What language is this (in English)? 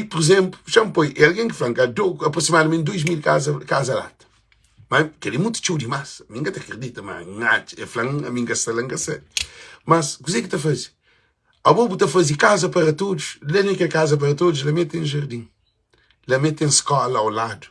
Kabuverdianu